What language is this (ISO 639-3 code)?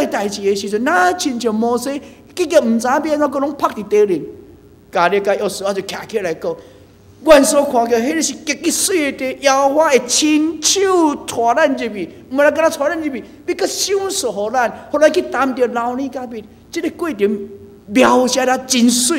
nan